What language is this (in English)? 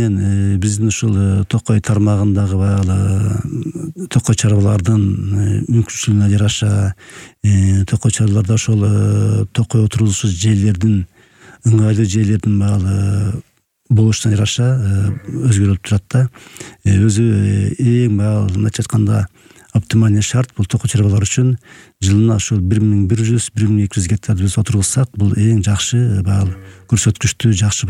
Kyrgyz